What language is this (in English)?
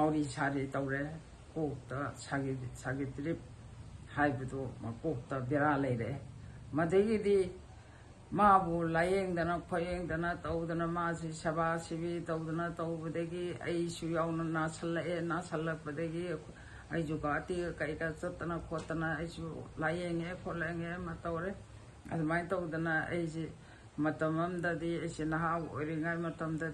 Manipuri